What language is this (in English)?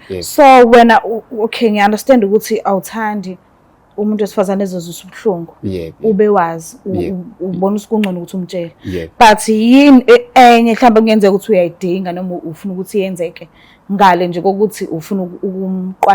Zulu